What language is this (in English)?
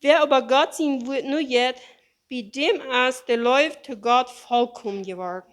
Plautdietsch